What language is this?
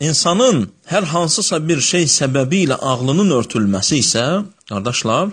Azerbaijani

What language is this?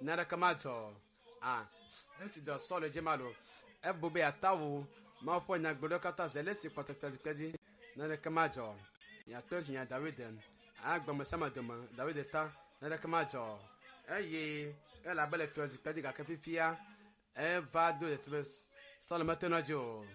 Ewe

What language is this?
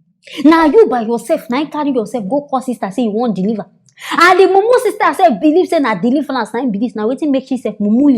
Nigerian Pidgin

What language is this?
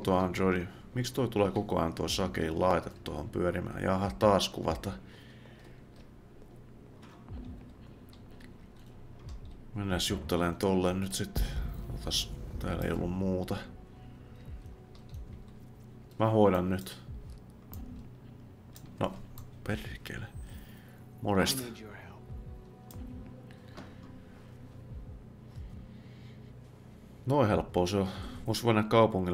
Finnish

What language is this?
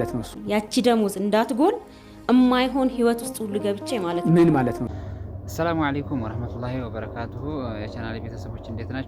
Amharic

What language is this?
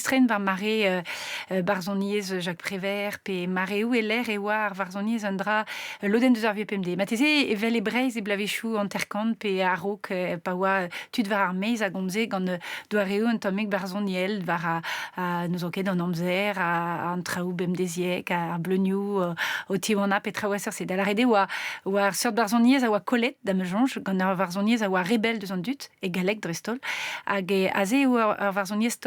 Breton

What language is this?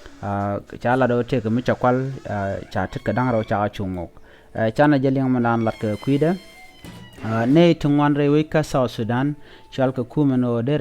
Nuer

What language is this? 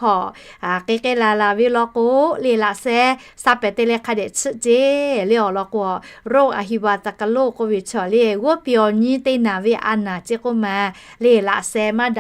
Lahu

